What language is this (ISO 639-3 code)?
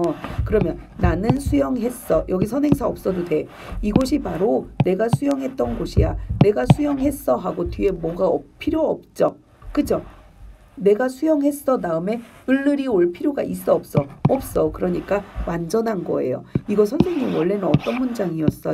kor